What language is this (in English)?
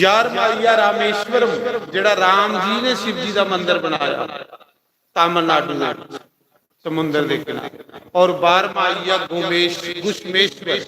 Dogri